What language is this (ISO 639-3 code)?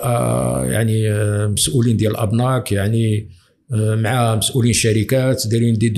ary